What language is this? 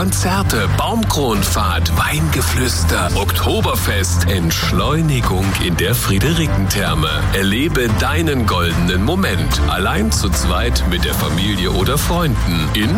German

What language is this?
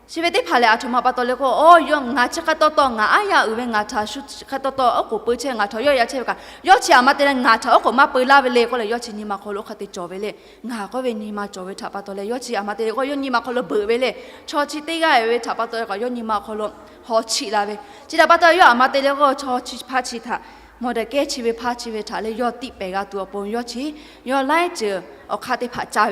Lahu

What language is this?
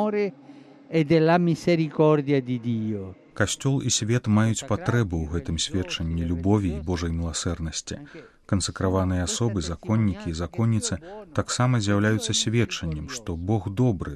Belarusian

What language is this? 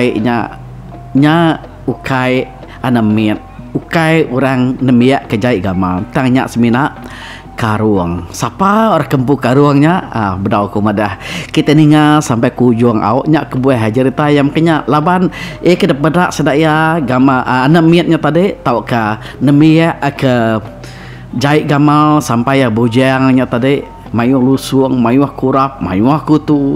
Iban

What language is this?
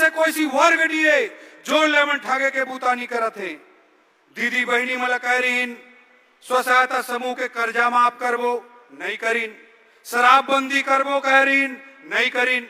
Chhattisgarhi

